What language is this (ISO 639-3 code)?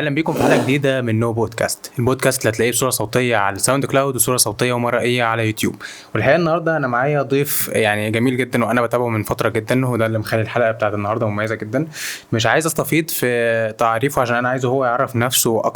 arz